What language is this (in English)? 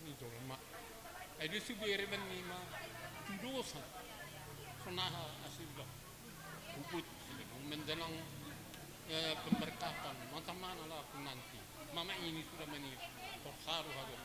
Batak Simalungun